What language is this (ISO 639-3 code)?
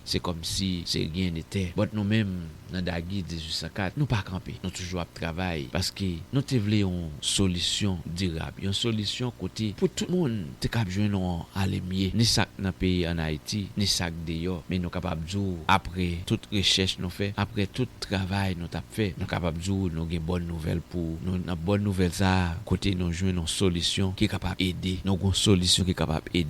hat